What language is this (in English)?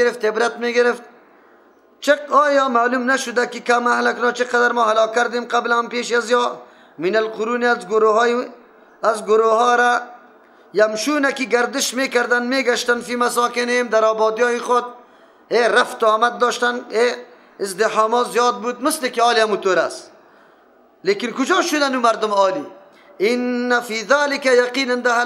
Persian